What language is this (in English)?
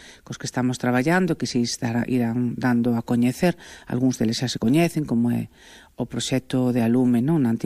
Galician